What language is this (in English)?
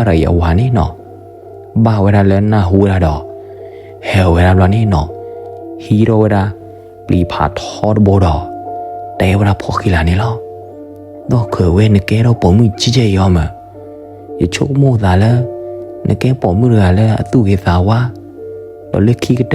S'gaw Karen